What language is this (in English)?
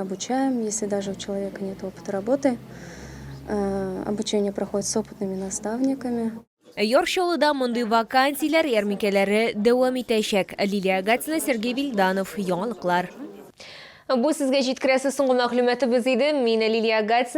Tatar